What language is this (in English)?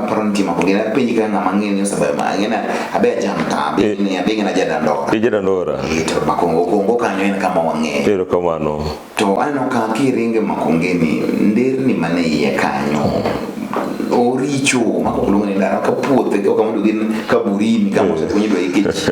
Luo (Kenya and Tanzania)